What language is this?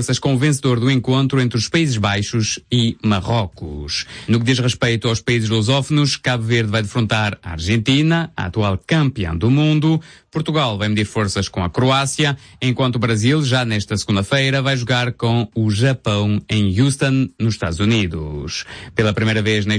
Portuguese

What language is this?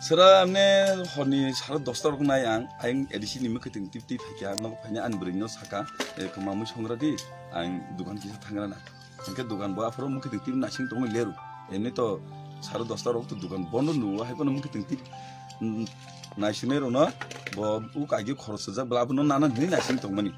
Kok Borok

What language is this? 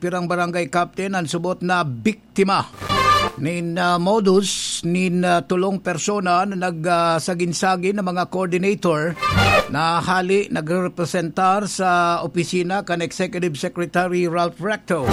Bikol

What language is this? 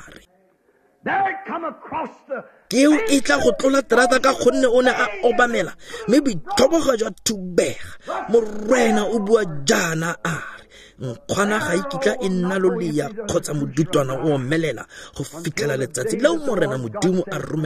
Tswana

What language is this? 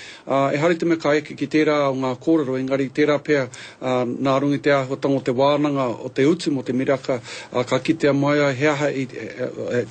Māori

